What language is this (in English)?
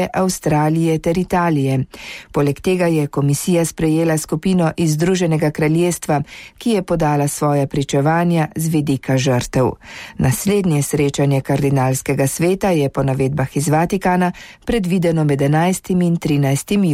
Slovenian